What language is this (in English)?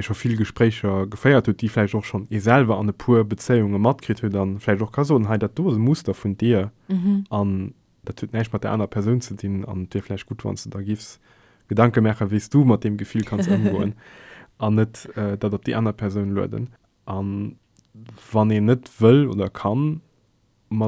Luxembourgish